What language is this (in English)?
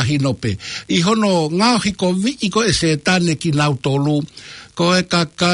Tongan